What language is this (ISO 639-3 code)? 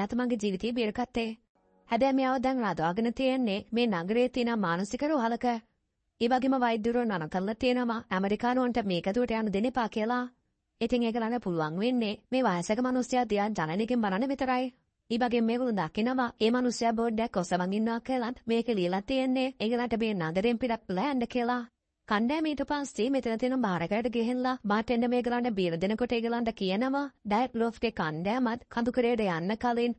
sin